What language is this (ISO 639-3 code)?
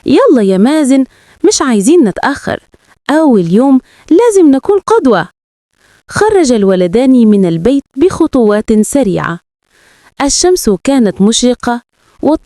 arz